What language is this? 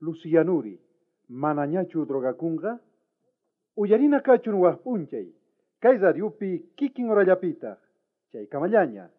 South Bolivian Quechua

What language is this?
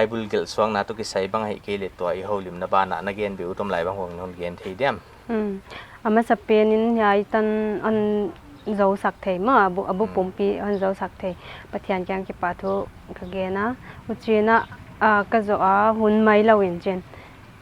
Paite Chin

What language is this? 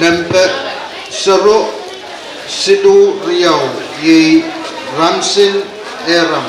Pohnpeian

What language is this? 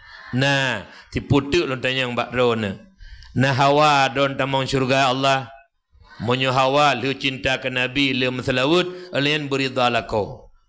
Achinese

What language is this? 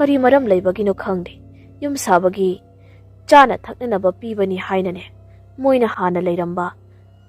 Manipuri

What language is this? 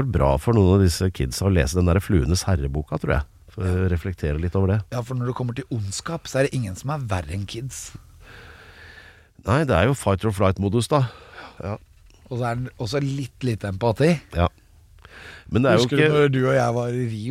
Norwegian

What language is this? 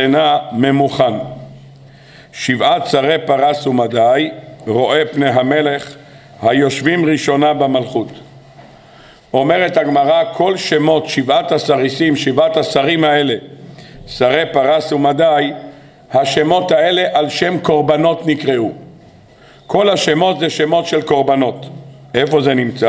Hebrew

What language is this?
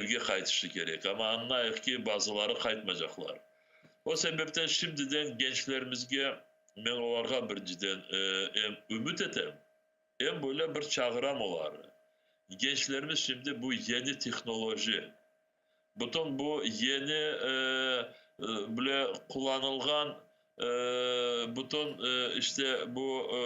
Crimean Tatar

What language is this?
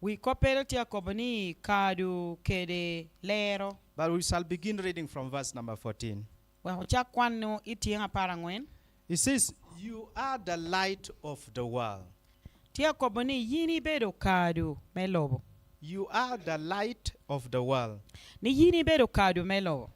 Lango (Uganda)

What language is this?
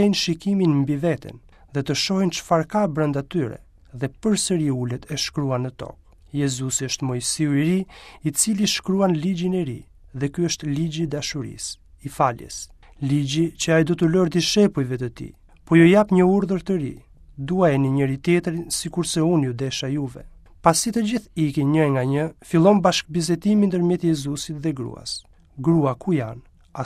Albanian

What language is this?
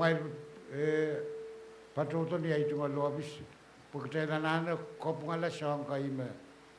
Pohnpeian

